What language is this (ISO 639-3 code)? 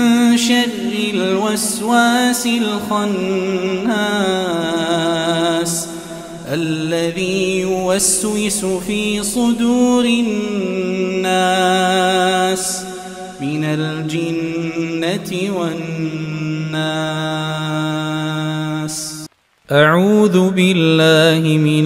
ara